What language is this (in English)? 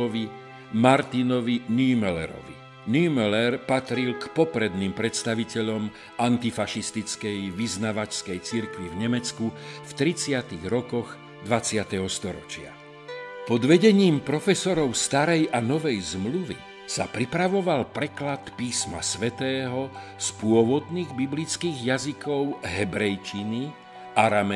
Slovak